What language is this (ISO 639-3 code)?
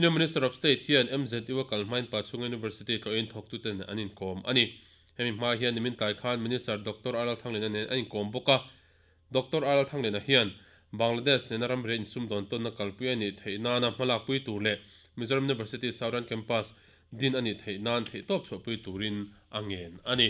lus